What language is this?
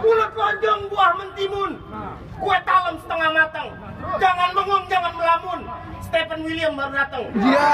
Betawi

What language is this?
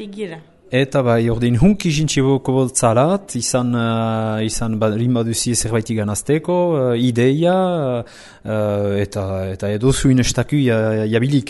Basque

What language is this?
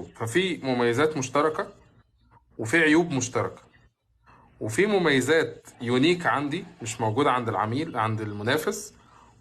Egyptian Arabic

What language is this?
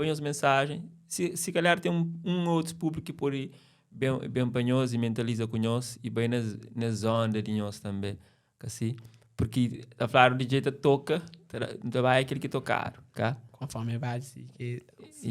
Kabuverdianu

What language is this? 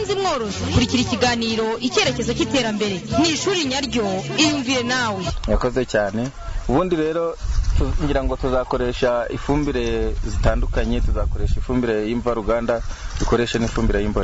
Kinyarwanda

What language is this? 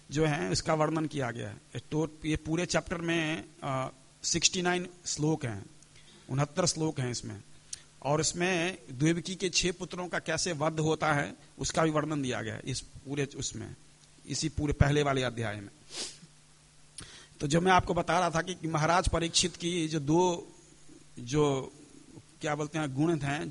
Hindi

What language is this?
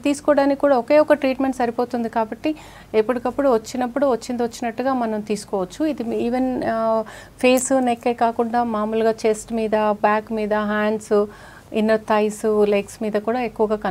Telugu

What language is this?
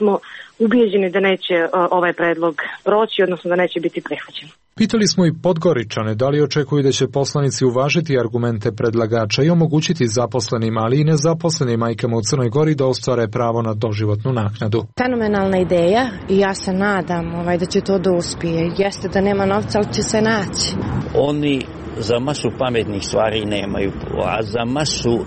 Serbian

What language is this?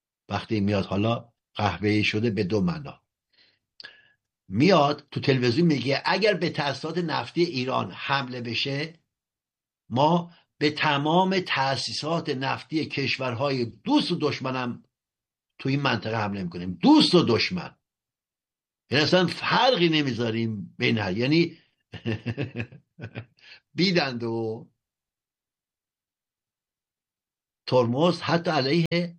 Persian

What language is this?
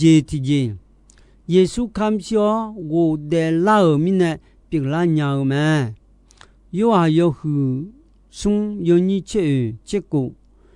Akha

